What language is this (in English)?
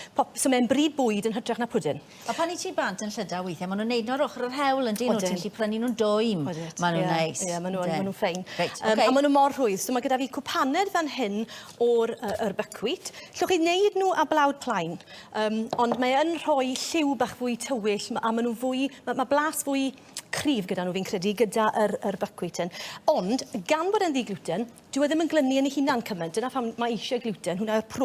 Welsh